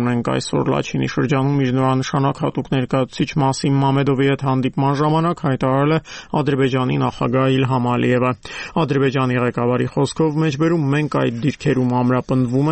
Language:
Armenian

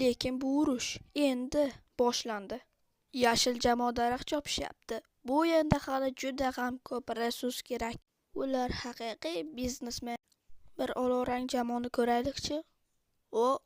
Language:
Uzbek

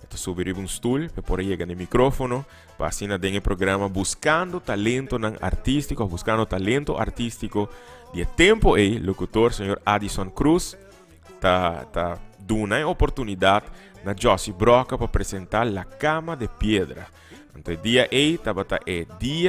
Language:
Papiamento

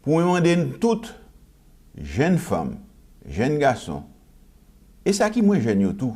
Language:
Haitian Creole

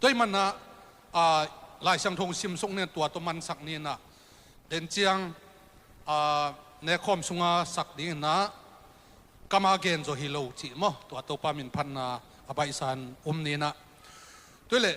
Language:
Tedim Chin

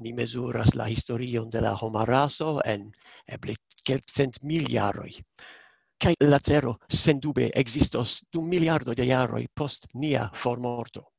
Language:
Esperanto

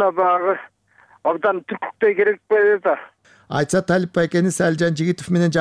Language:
Kyrgyz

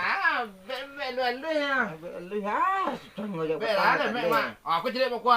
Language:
Minangkabau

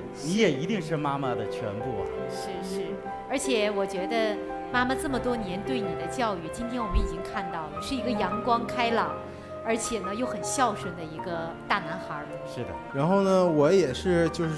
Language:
Chinese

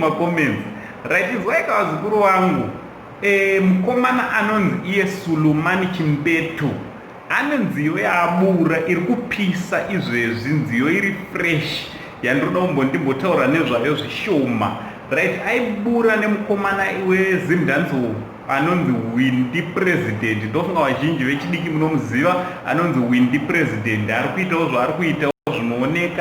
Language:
Shona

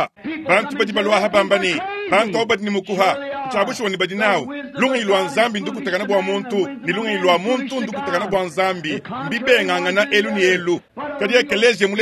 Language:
Luba-Lulua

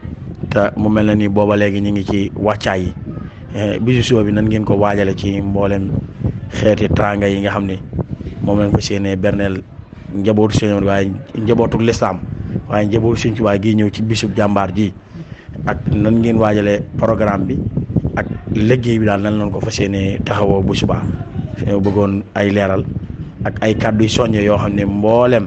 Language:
Wolof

